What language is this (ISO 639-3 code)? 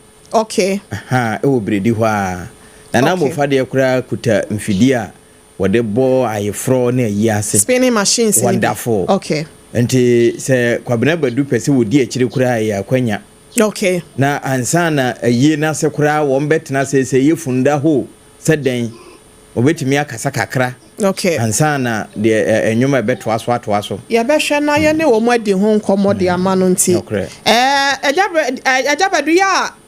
aka